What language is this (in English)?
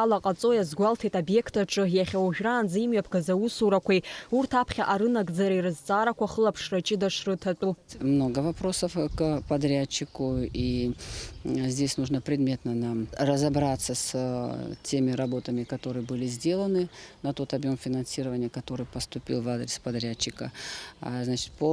Abkhazian